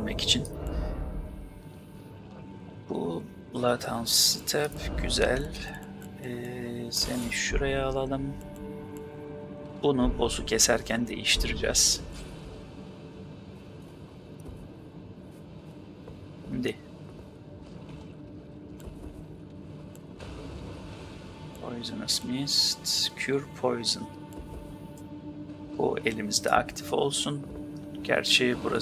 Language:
Turkish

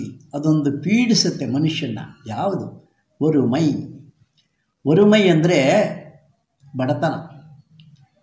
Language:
Kannada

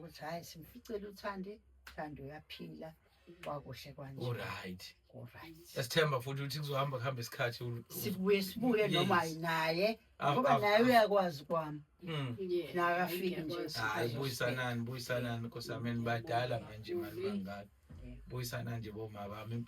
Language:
Zulu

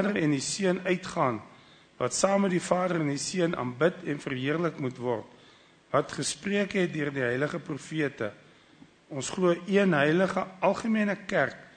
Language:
Afrikaans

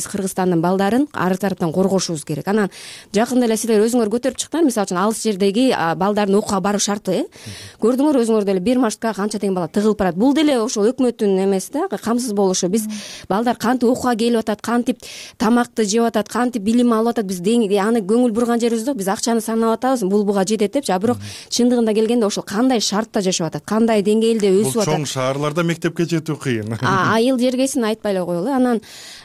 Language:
Kyrgyz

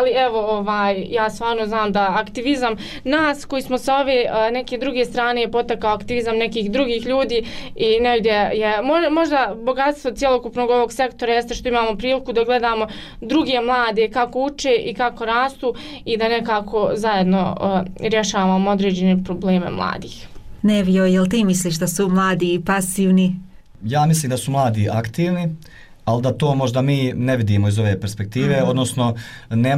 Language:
Bosnian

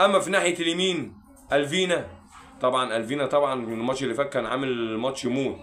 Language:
Egyptian Arabic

